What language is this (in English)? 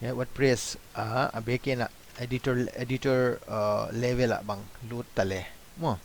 Paite Chin